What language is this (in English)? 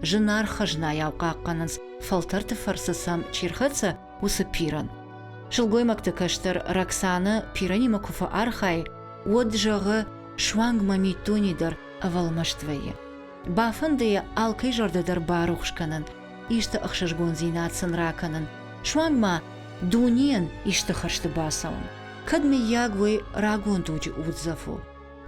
Ossetic